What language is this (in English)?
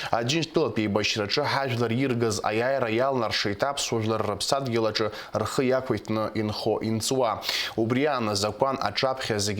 Abkhazian